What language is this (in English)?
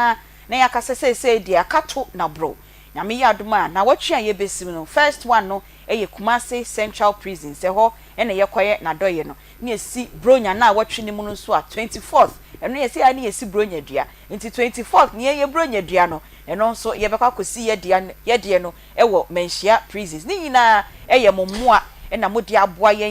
Akan